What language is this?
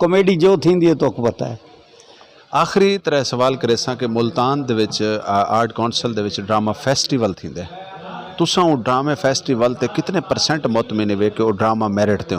Saraiki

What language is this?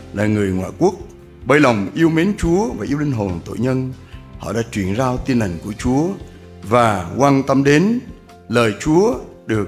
Central Mnong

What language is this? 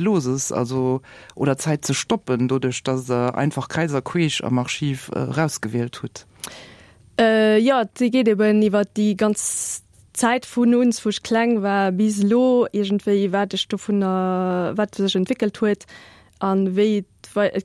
Luxembourgish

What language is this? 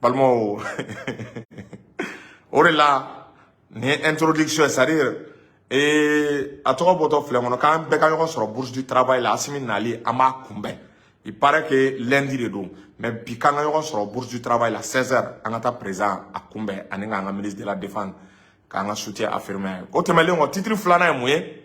Bambara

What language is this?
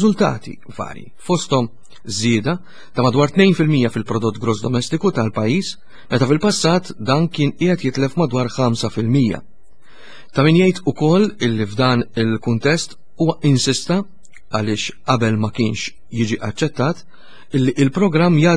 Maltese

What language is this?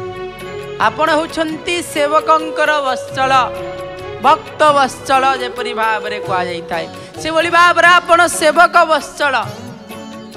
Odia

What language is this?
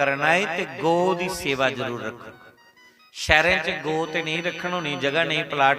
Dogri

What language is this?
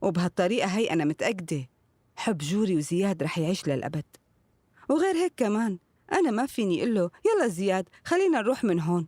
North Levantine Arabic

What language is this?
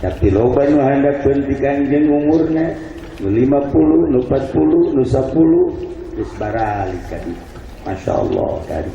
Sundanese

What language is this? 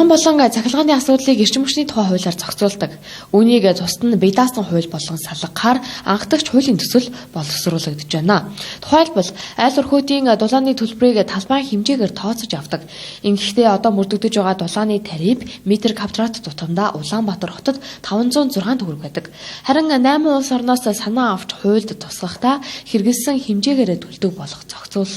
Mongolian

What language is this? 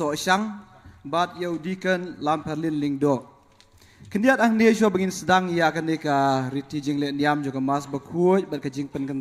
Khasi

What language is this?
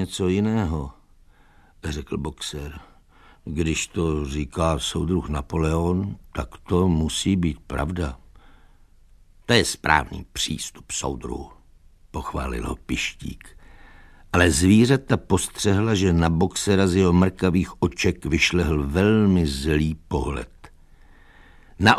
Czech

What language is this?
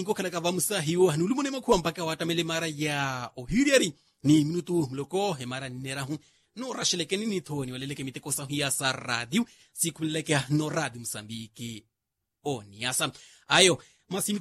Makhuwa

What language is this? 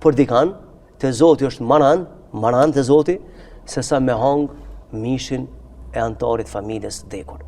Albanian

